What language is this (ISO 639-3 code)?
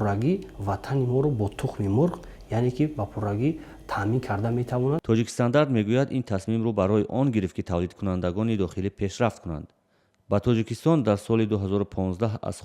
tgk